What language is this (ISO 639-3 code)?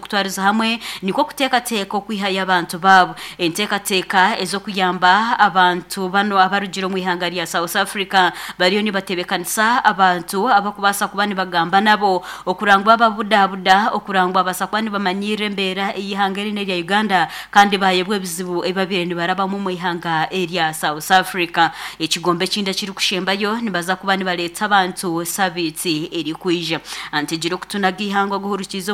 nyn